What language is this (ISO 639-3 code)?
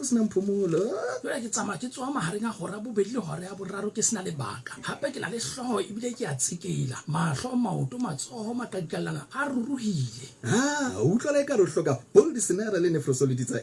sot